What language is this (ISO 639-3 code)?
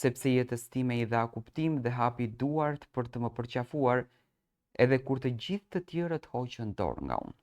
sqi